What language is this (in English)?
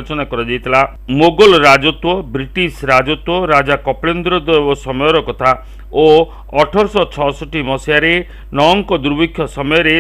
Odia